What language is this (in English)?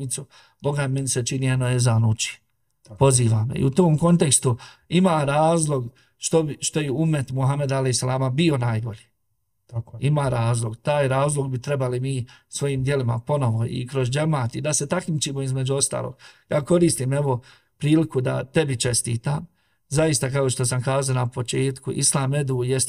Bosnian